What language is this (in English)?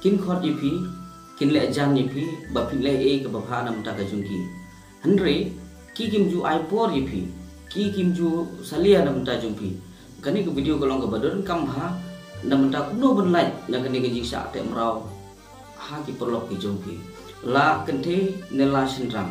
Khasi